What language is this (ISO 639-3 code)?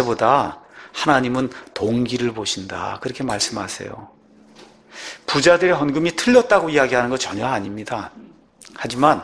kor